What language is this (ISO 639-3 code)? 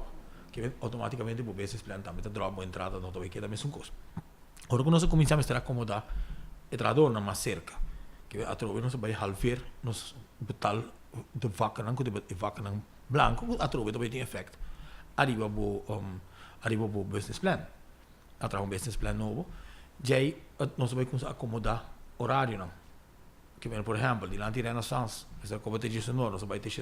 pap